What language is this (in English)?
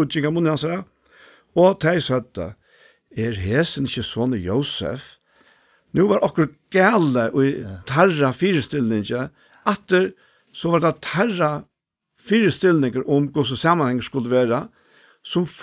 Faroese